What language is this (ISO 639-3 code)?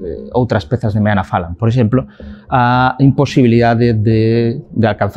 glg